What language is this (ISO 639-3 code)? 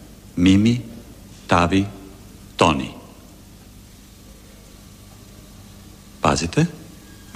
hrv